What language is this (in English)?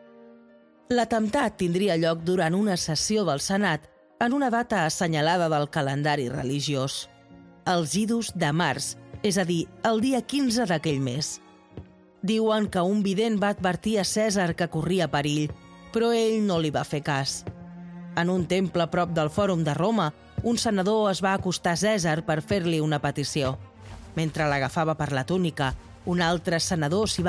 Catalan